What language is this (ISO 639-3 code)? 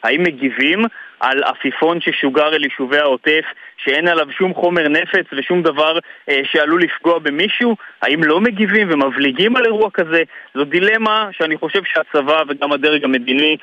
heb